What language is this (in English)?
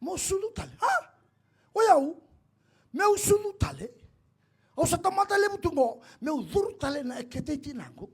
Fijian